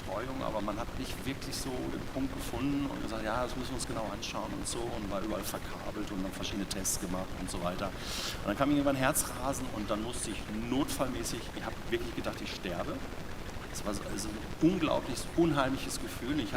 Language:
Swiss German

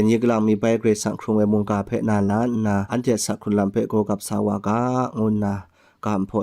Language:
Kachin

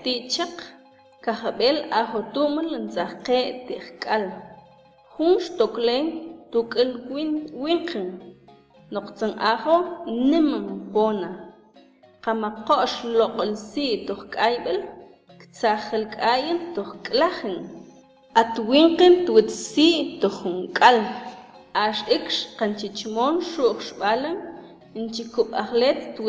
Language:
Mam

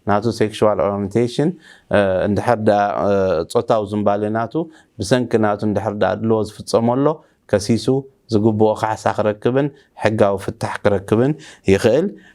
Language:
Tigrinya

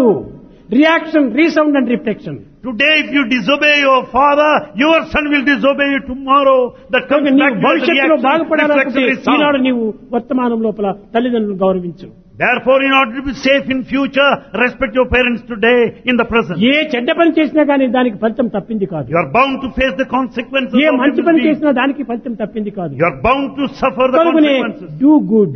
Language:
Telugu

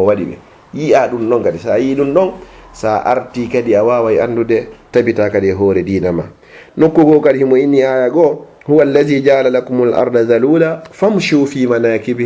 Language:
Fula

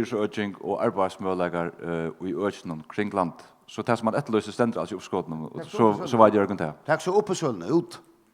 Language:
Faroese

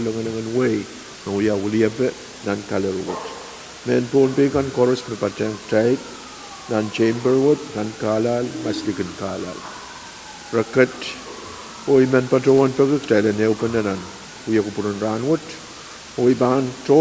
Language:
Pohnpeian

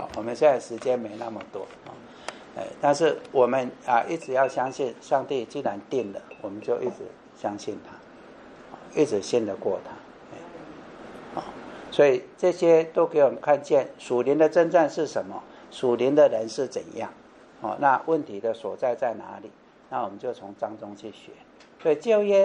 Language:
Chinese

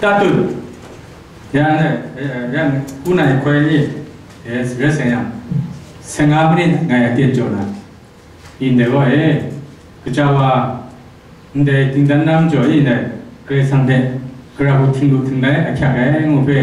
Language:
Kachin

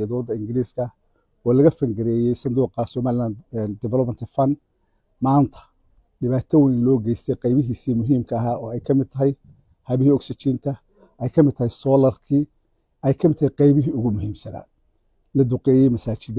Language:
Somali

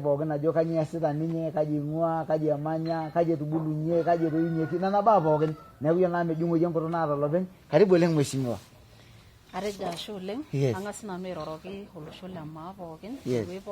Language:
Masai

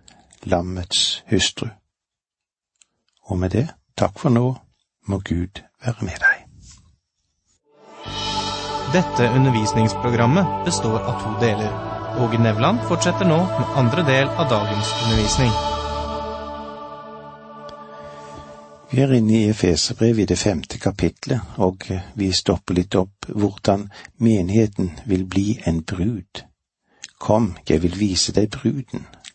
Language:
Norwegian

